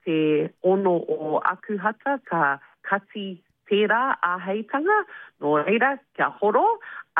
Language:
Māori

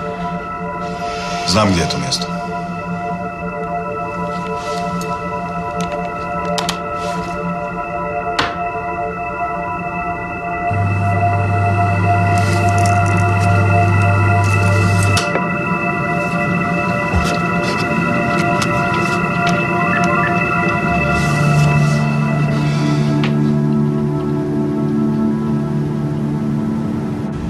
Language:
Croatian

